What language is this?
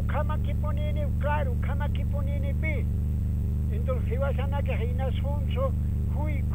Aymara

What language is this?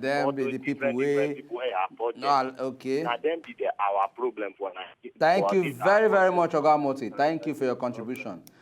Nigerian Pidgin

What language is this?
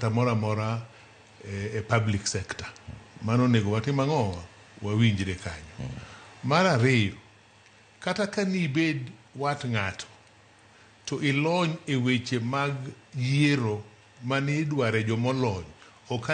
Luo (Kenya and Tanzania)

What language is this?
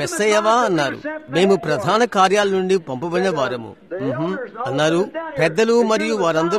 Telugu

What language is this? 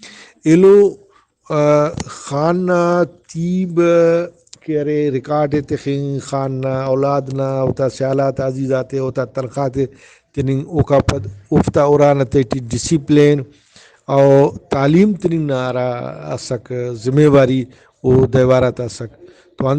Brahui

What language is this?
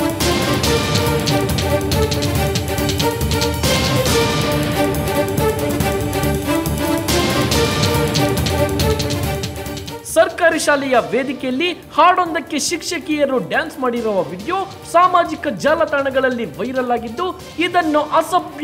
Kannada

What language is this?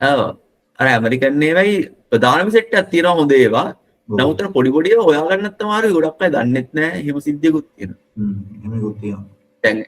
Sinhala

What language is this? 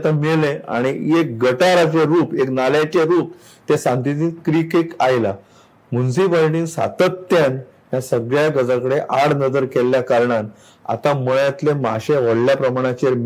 Konkani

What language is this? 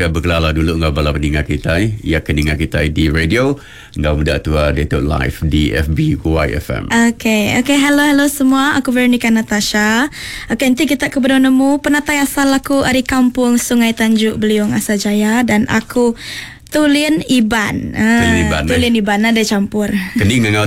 Iban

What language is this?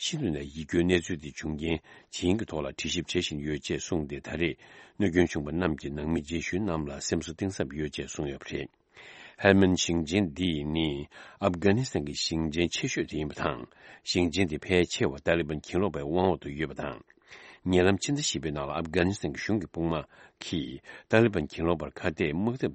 Tibetan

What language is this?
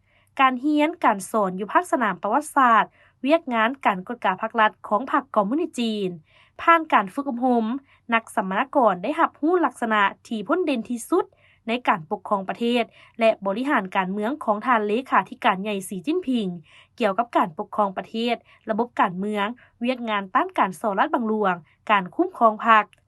Lao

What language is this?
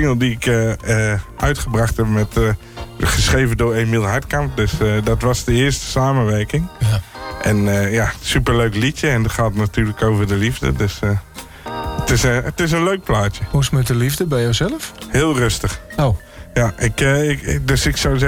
Dutch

